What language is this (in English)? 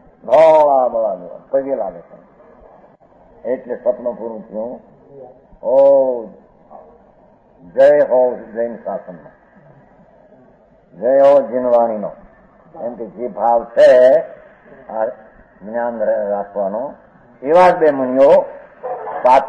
Gujarati